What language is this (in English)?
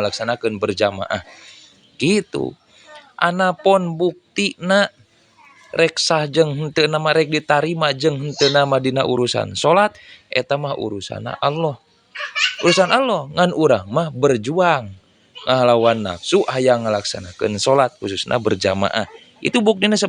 Sundanese